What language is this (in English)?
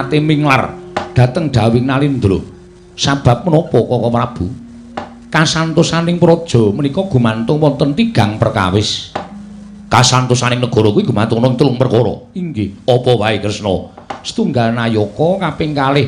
Javanese